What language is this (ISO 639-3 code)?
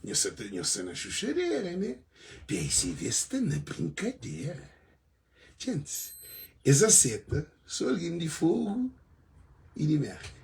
kea